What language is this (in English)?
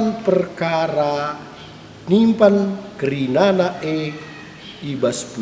Batak Karo